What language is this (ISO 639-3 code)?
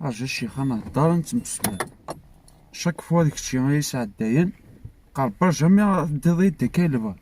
kab